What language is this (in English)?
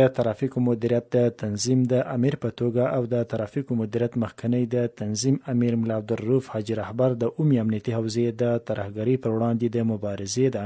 Pashto